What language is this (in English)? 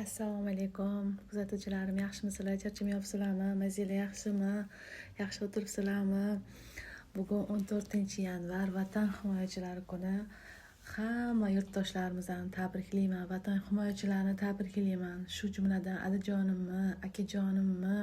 Uzbek